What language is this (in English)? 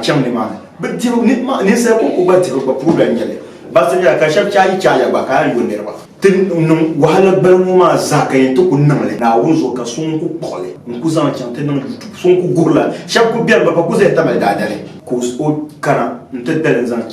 Dagbani